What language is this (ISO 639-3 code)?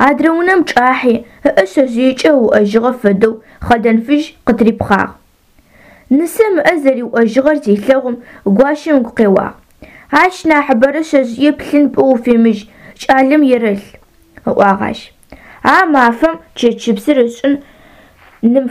ady